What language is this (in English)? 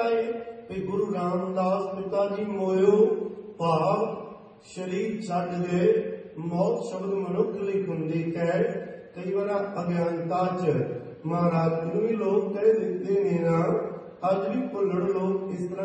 Punjabi